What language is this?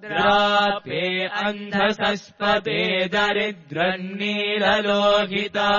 Sanskrit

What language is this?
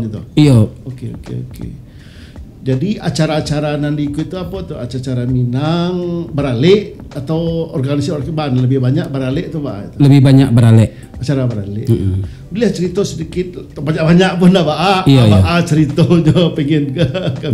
Minangkabau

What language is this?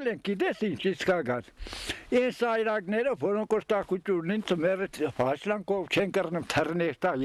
Armenian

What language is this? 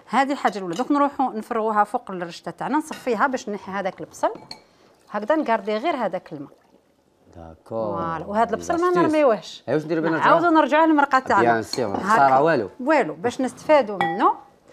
Algerian Arabic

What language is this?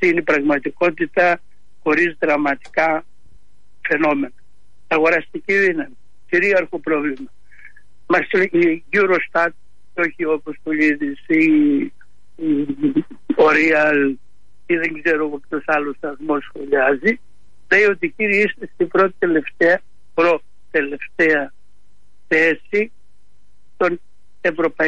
Greek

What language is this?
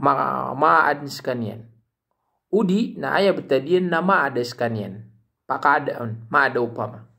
Maranao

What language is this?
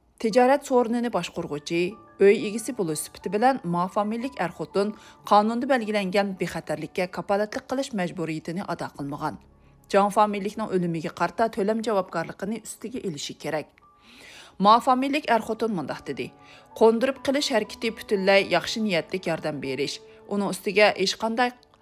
Uyghur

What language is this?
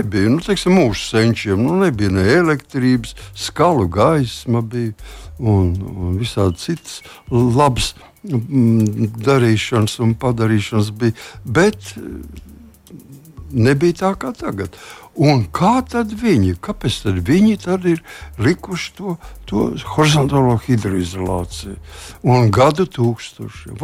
Latvian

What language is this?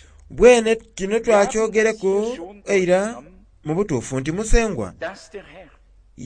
Soga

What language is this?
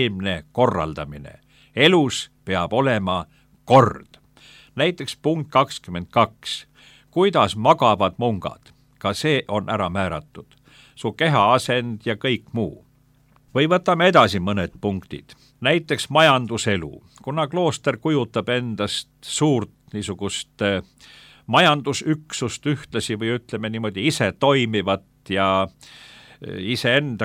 Estonian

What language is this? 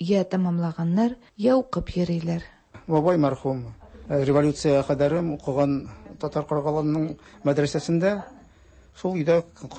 Tatar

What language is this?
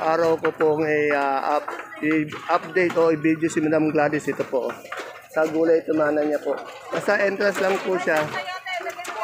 Filipino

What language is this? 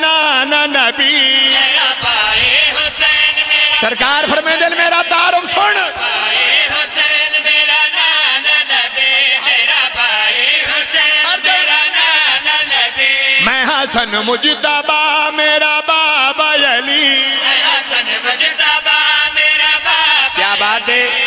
Pahari-Potwari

